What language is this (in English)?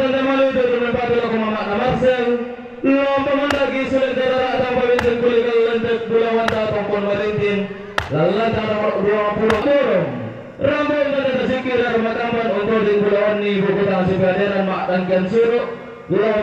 Toraja-Sa'dan